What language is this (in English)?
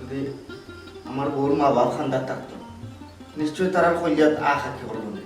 Sylheti